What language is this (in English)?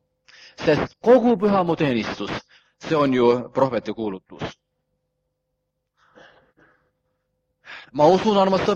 Estonian